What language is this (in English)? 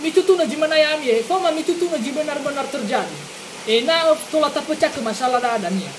Nias